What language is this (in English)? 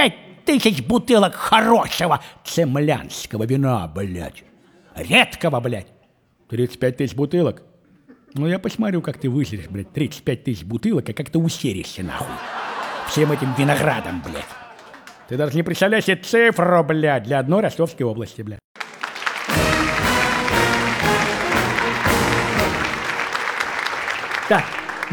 Russian